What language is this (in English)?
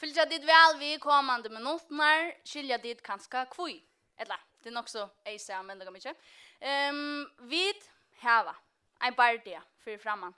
Faroese